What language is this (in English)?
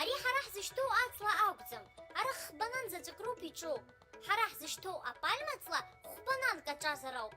Abkhazian